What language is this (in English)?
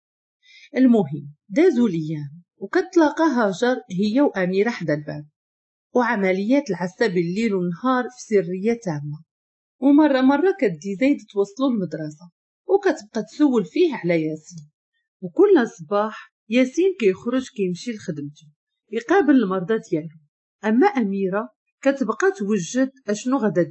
Moroccan Arabic